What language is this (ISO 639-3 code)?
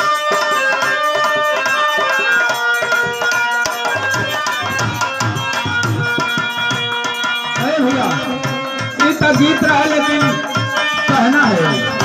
bho